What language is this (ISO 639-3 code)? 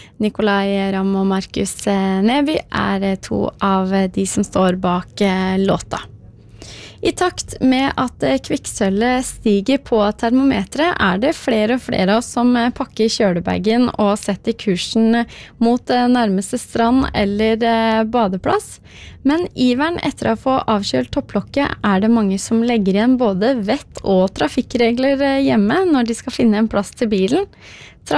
nor